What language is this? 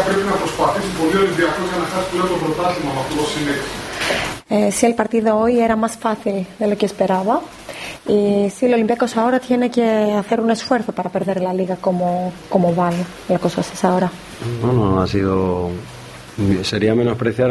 Greek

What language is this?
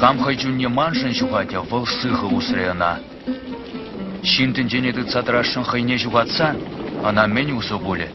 Chuvash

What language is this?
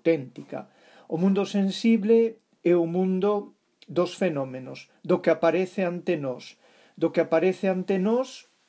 Galician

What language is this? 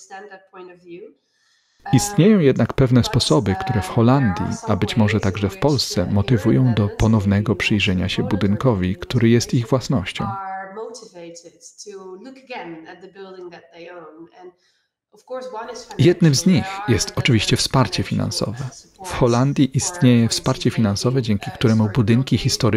Polish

